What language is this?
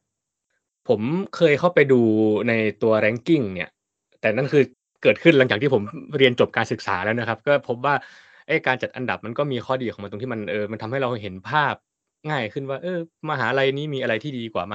Thai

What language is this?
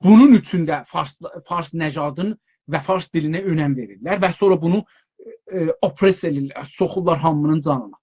South Azerbaijani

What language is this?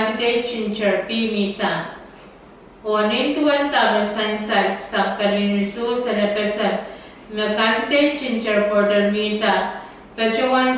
Pohnpeian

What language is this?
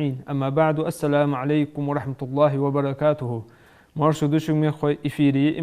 Ingush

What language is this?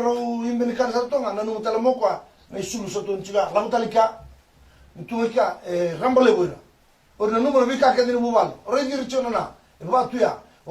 Fijian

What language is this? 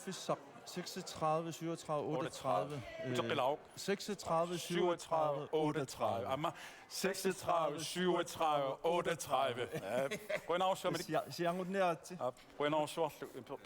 Kalaallisut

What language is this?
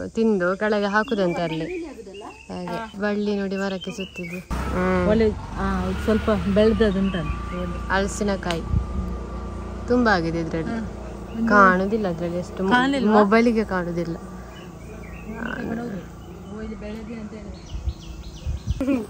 Kannada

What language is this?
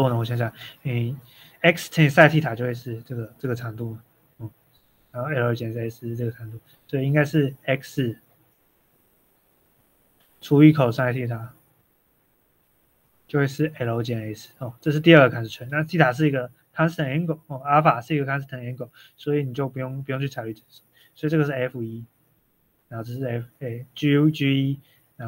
Chinese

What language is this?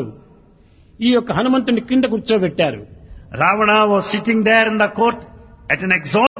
Telugu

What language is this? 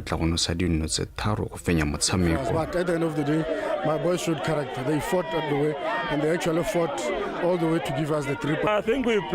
Tswana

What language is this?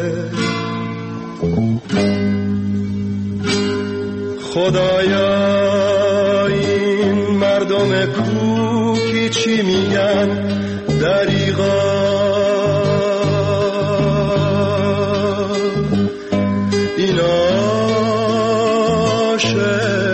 Persian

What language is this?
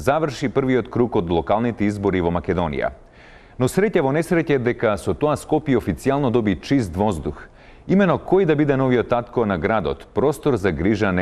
Macedonian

